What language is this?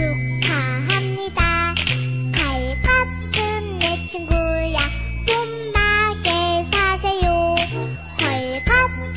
Korean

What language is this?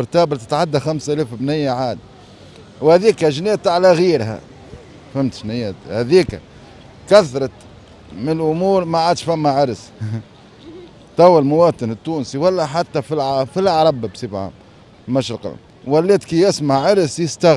Tunisian Arabic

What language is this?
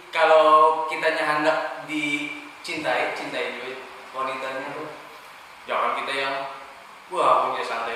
Banjar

